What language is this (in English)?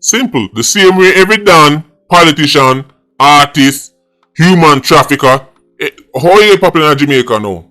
Jamaican Creole English